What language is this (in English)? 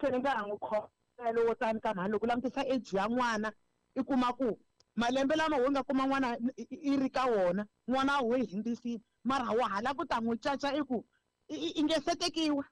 Tsonga